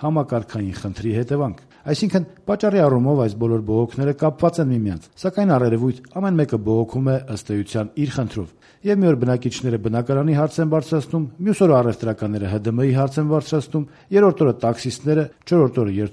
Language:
Armenian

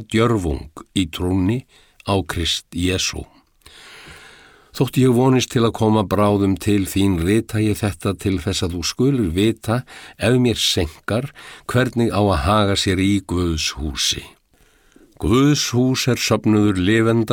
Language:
Icelandic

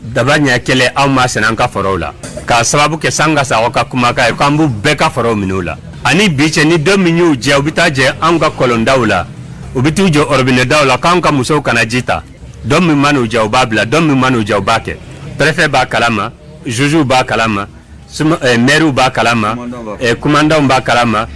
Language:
Bambara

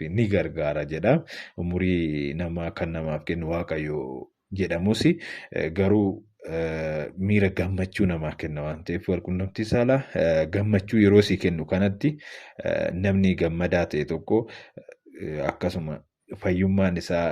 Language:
Oromo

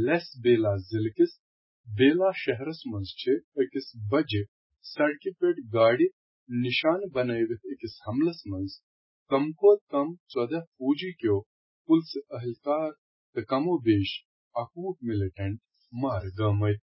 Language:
Kashmiri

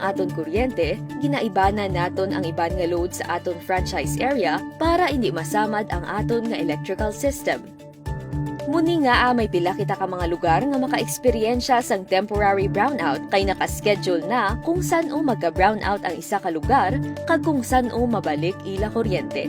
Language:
Hiligaynon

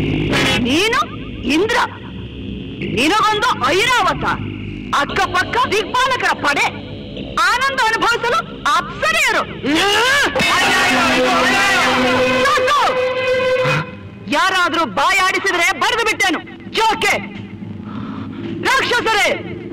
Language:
Kannada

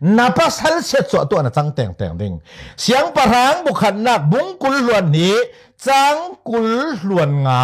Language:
Falam Chin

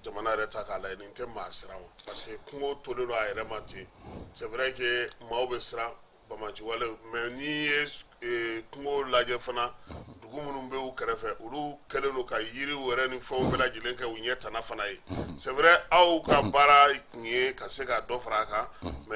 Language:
Bambara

